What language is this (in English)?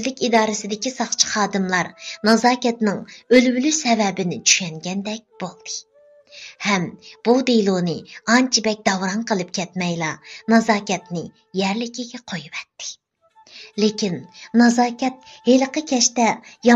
Uyghur